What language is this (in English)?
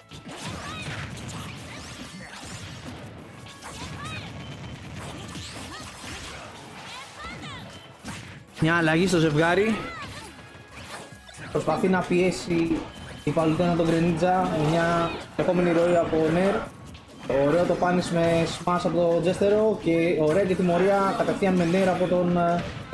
Greek